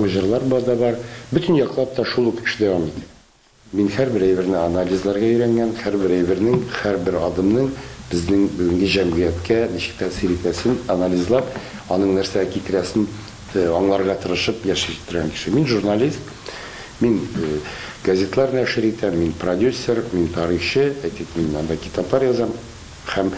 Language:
Tatar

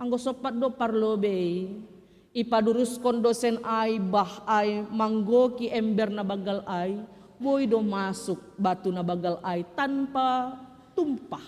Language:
Batak Simalungun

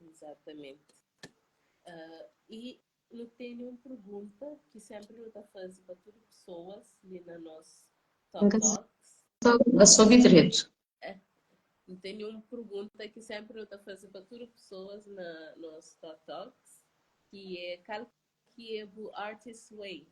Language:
Kabuverdianu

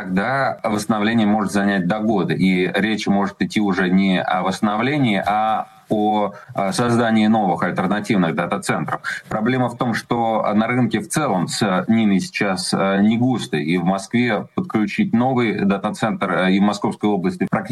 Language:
Russian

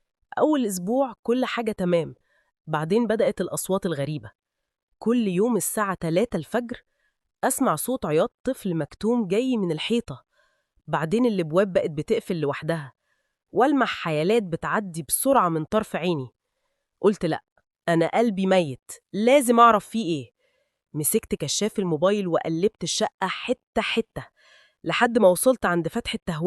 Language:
Egyptian Arabic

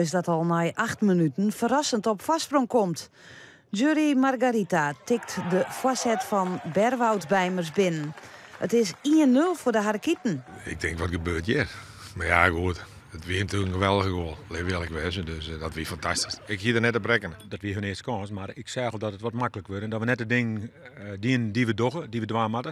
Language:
Western Frisian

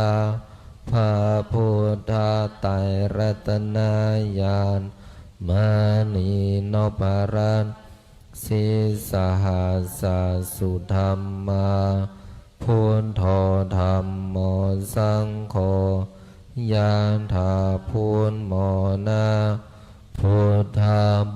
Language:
Pali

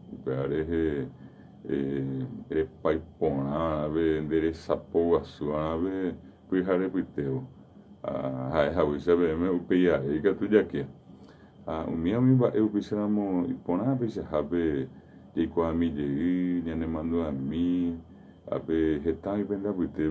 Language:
Guarani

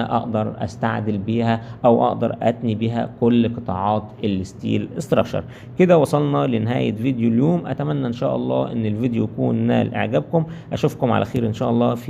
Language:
Egyptian Arabic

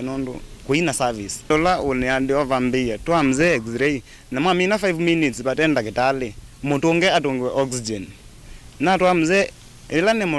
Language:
Kamba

